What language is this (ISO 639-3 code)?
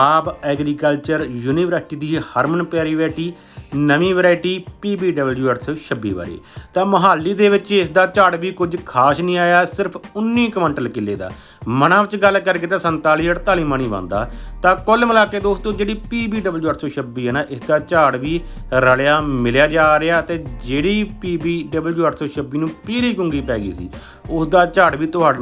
pan